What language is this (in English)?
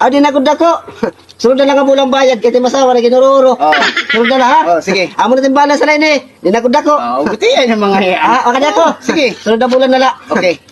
Waray